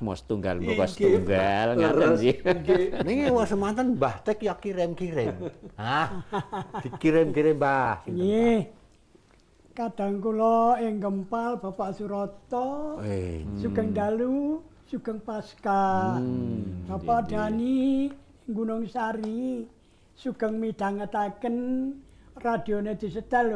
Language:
Javanese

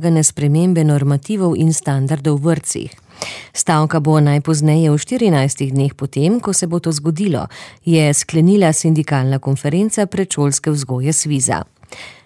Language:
Slovenian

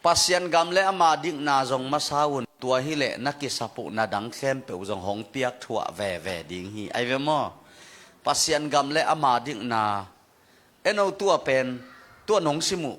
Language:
Tedim Chin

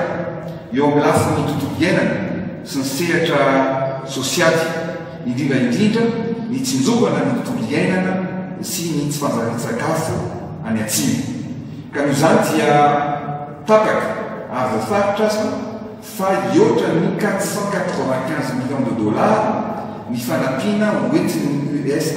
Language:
Malagasy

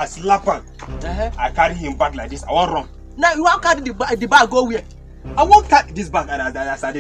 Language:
Nigerian Pidgin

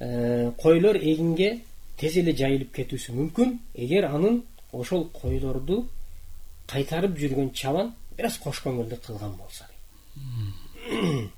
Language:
Kyrgyz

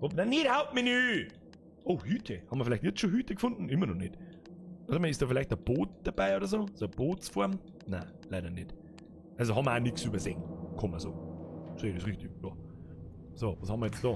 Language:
Bavarian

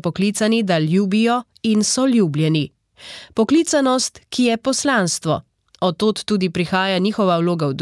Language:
Slovenian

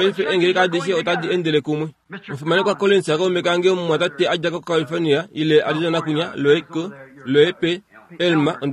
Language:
Kuanyama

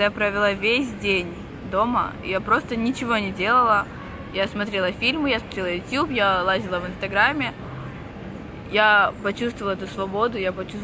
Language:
Russian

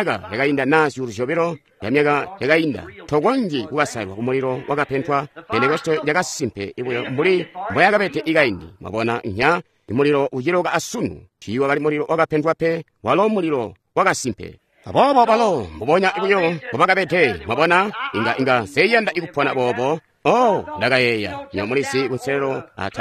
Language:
Tonga (Zambia)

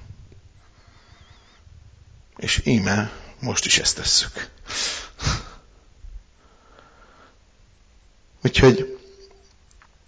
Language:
Hungarian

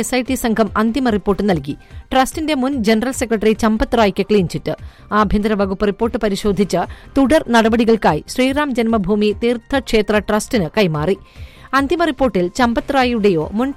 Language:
Malayalam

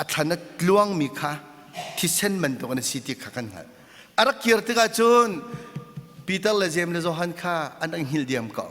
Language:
Hakha Chin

